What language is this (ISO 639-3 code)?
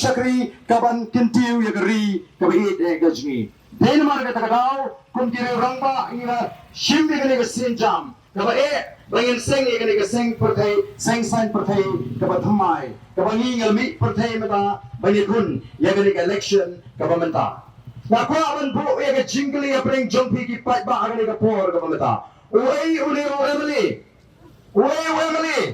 kha